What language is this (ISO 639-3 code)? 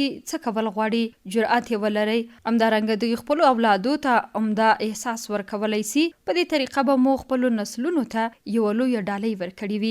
pus